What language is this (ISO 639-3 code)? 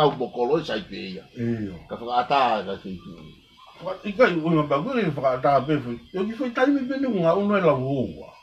ton